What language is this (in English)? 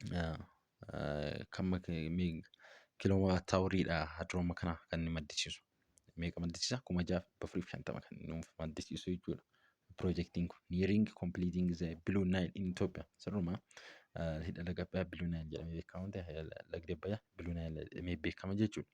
Oromo